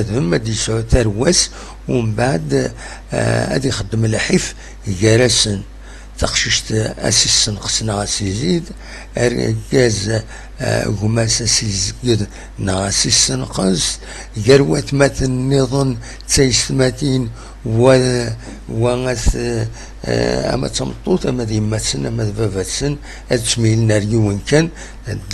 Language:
Kabyle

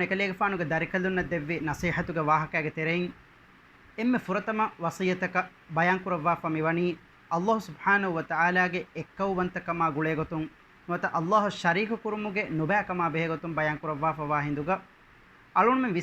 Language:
Divehi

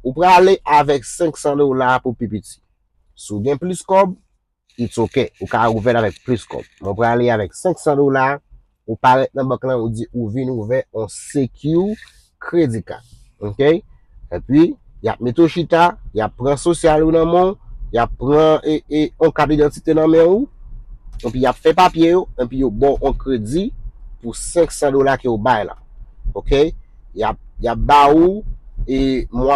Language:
Haitian Creole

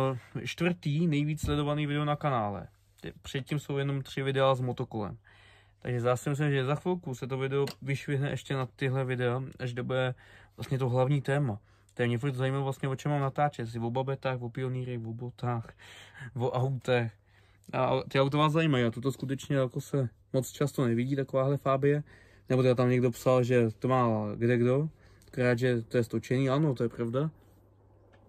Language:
Czech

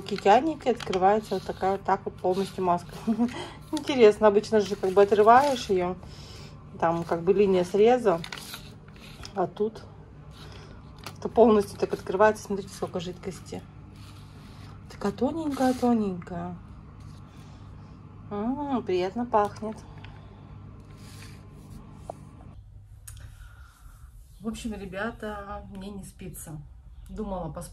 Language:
Russian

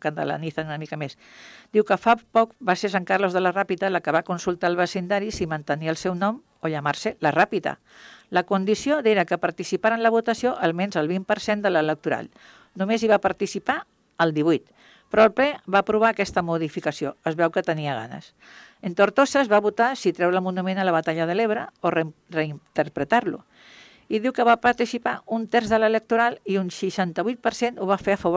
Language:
Catalan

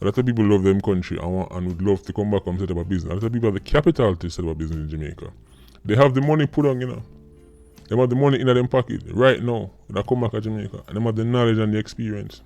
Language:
Jamaican Creole English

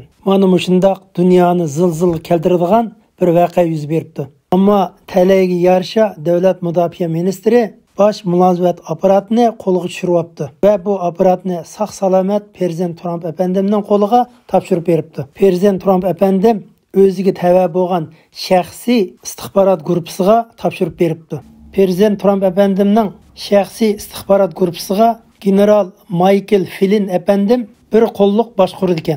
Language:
Uyghur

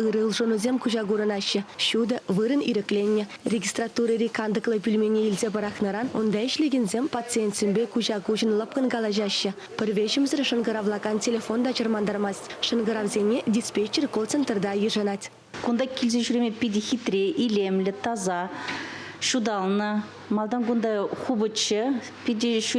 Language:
Chuvash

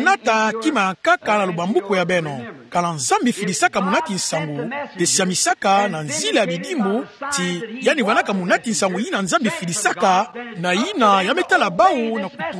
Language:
Kituba (Democratic Republic of Congo)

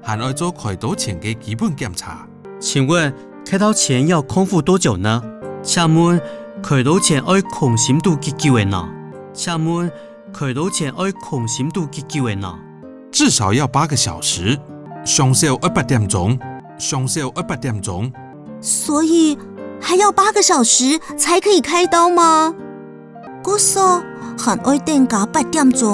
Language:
Hakka Chinese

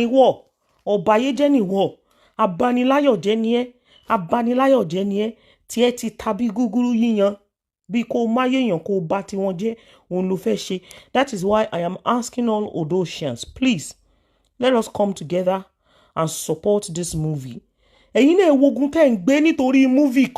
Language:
Yoruba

